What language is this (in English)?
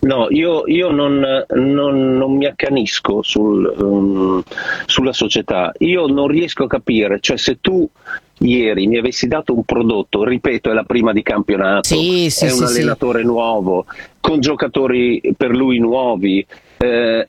Italian